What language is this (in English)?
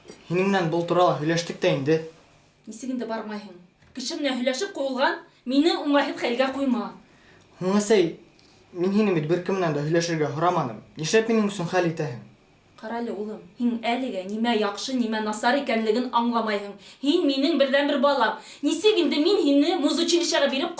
Bashkir